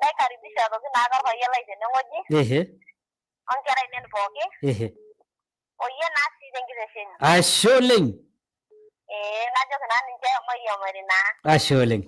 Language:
Masai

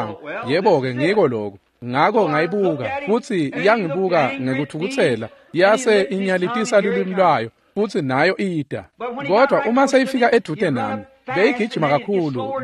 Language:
Swati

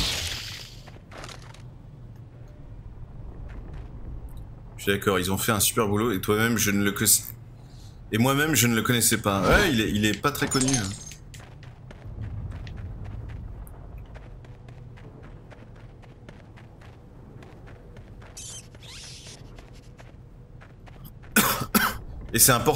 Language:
French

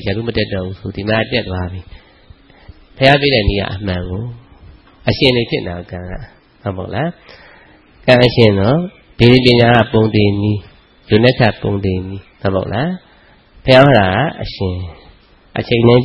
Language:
Burmese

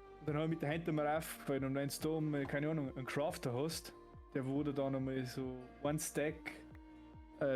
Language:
Bavarian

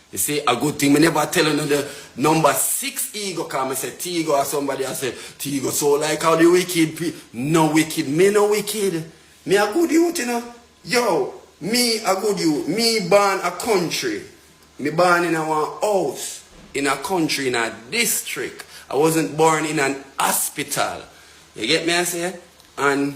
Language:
Jamaican Creole English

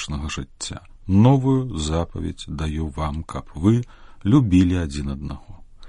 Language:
Belarusian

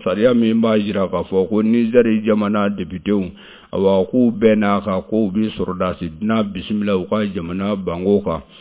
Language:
Bambara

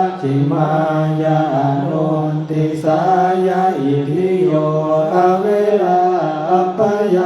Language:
Pali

